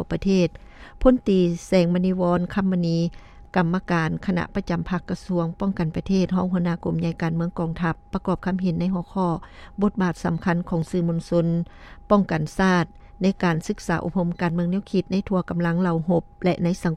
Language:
Lao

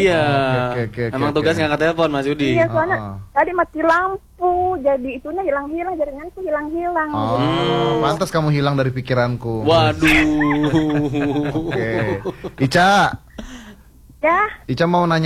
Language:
Indonesian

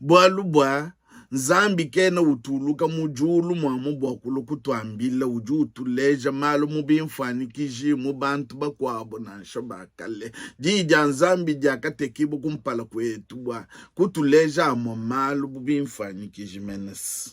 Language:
Luba-Lulua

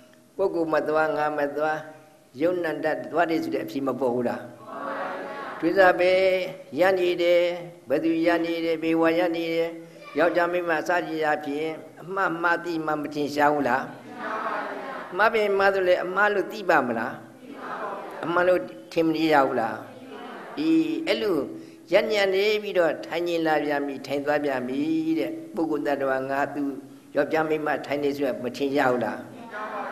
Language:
Burmese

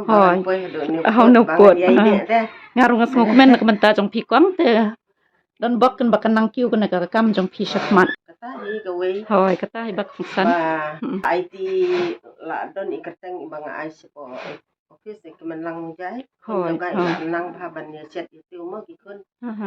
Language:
Khasi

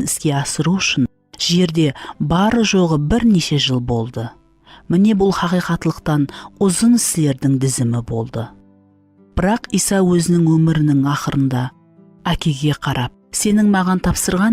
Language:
Kara-Kalpak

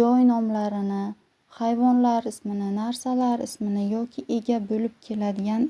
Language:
Uzbek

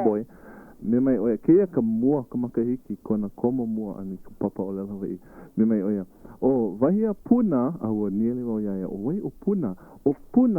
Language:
Hawaiian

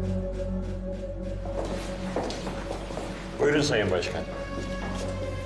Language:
Turkish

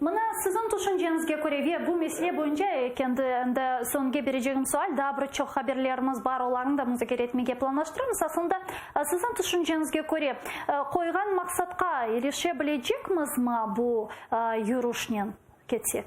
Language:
Crimean Tatar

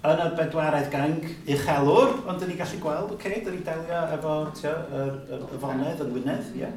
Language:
Welsh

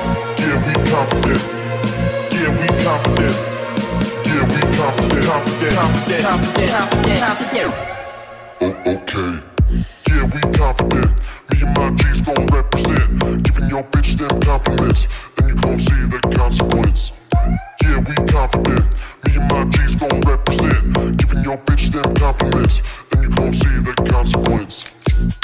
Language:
English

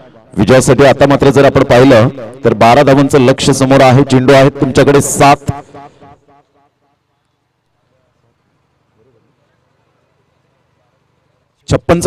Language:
Marathi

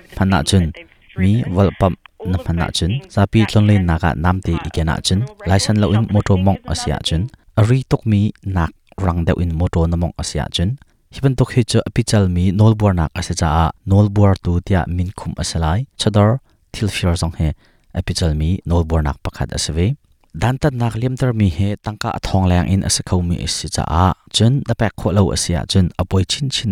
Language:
Hakha Chin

